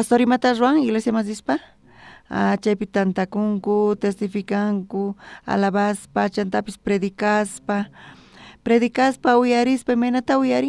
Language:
South Bolivian Quechua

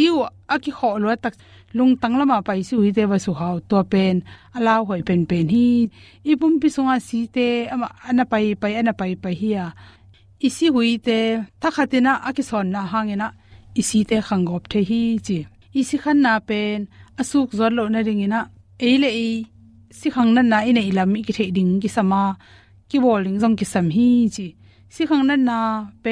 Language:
Tedim Chin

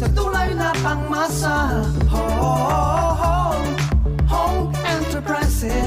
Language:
Bikol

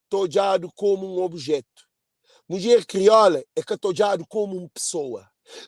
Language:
Kabuverdianu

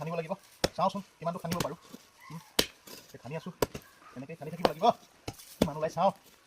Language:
Assamese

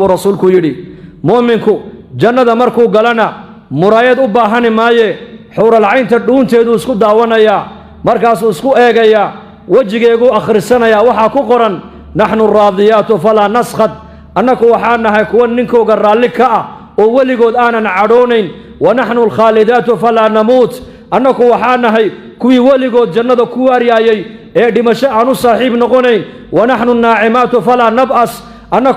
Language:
Somali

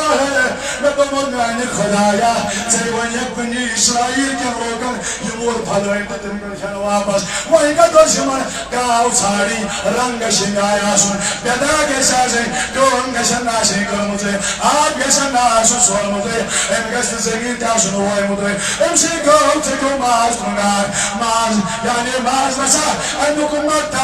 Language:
Kashmiri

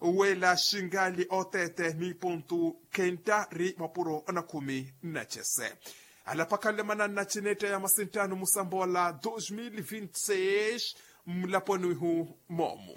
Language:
Makhuwa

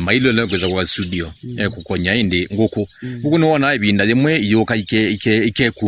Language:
Kamba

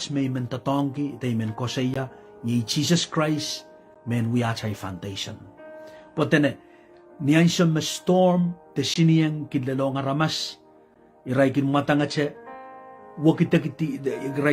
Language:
Pohnpeian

